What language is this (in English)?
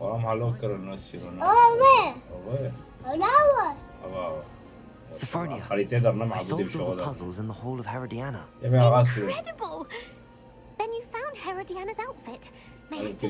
Kurdish